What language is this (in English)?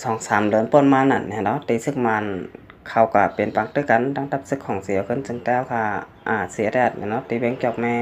Shan